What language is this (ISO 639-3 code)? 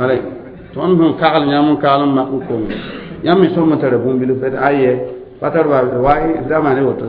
mos